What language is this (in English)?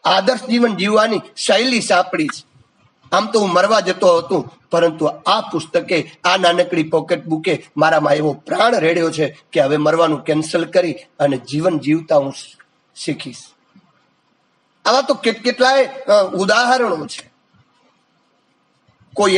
Gujarati